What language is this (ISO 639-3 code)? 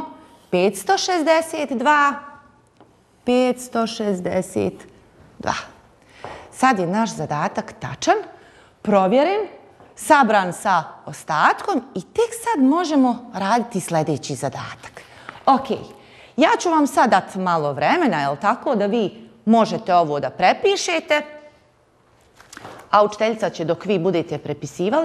bos